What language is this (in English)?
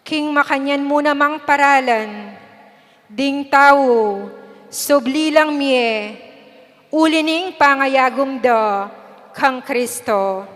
Pampanga